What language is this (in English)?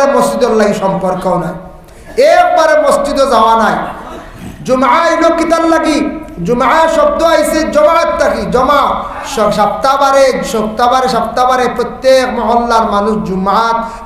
Sylheti